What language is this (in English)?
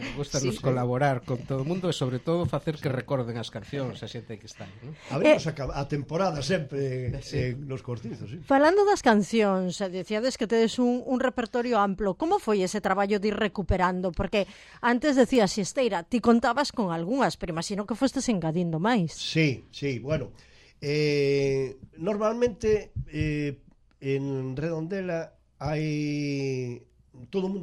Galician